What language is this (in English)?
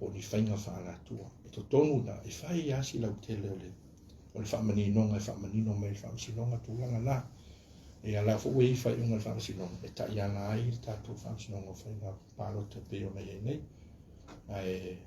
Samoan